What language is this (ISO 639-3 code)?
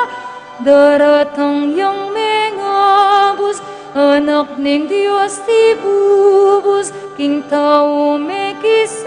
pam